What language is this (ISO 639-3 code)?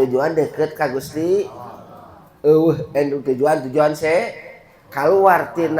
sun